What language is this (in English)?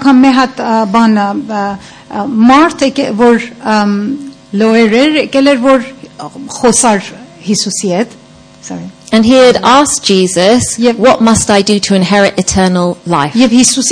Armenian